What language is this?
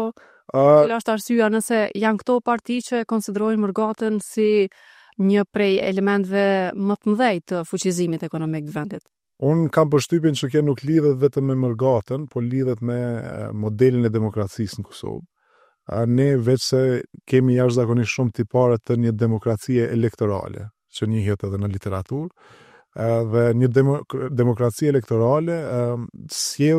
Albanian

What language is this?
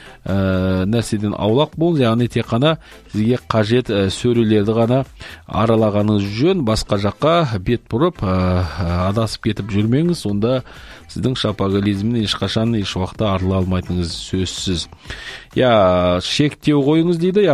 Kazakh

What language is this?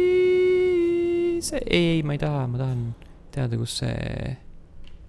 Estonian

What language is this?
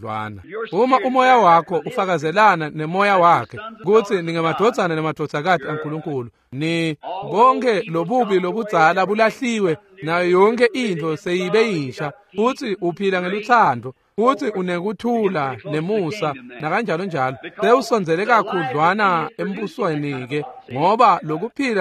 Swati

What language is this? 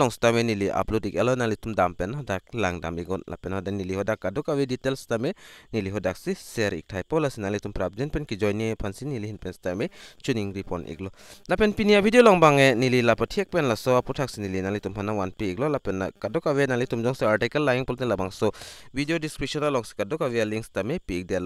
Karbi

